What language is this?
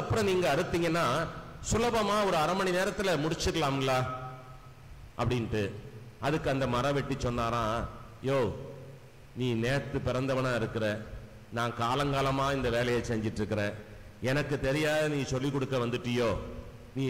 Tamil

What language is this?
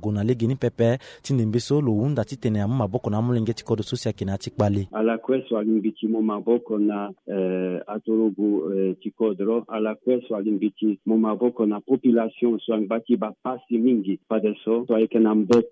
Sango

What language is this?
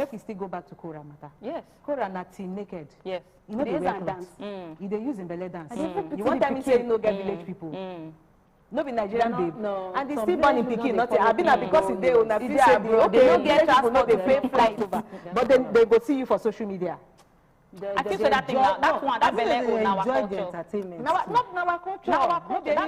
Nigerian Pidgin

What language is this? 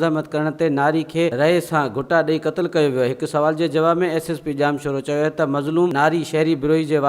Sindhi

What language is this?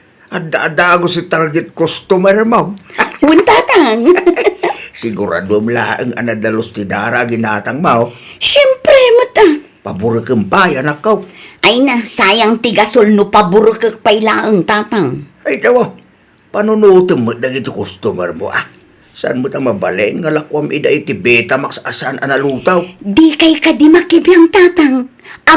Iloko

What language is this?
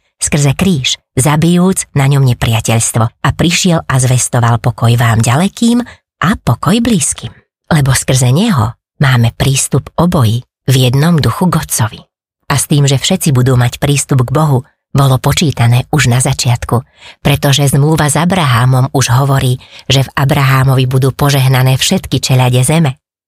Slovak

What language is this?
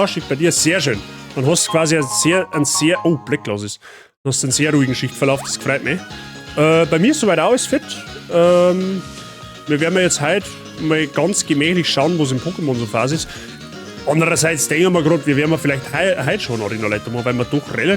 Bavarian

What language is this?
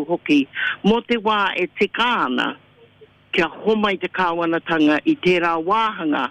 Māori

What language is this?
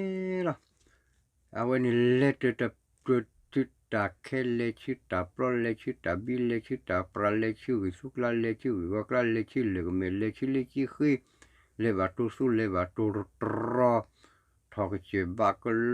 S'gaw Karen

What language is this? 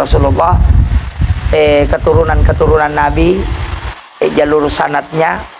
Buginese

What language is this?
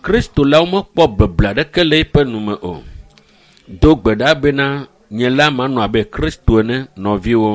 Ewe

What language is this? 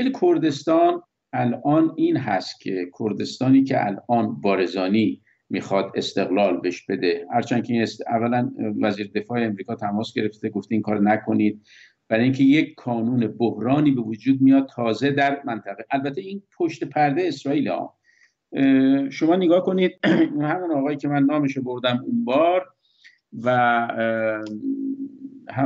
Persian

